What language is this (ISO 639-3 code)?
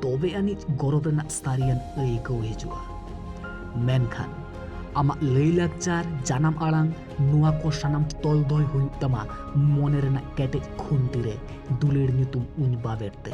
sat